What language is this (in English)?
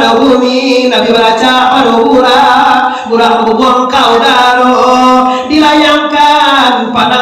Minangkabau